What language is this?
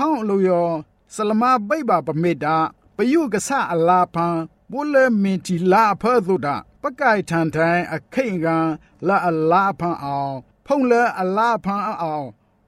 Burmese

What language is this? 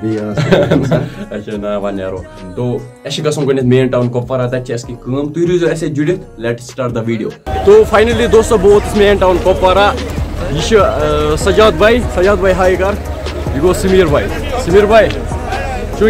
Kashmiri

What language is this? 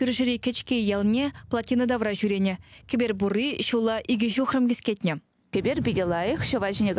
Chuvash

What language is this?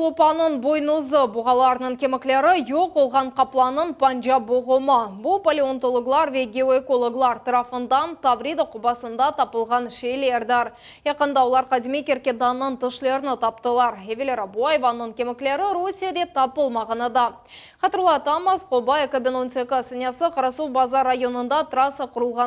Crimean Tatar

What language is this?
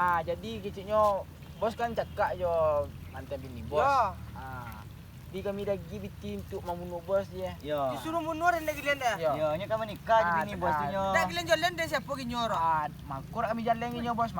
Minangkabau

